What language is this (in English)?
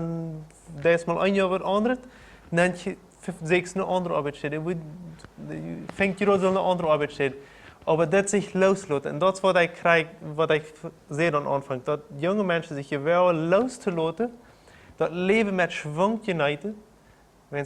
Plautdietsch